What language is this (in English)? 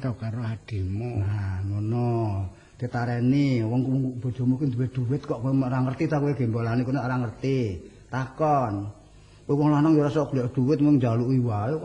Javanese